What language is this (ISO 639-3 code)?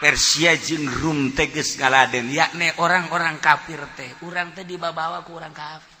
sun